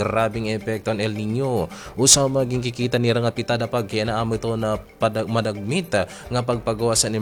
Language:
Waray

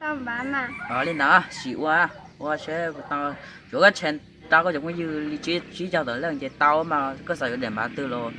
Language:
Hmong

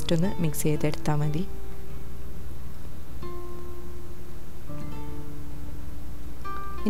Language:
Malayalam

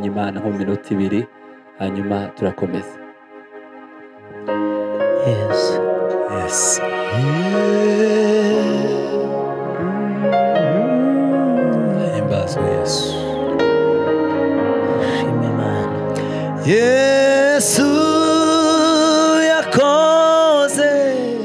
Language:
Kinyarwanda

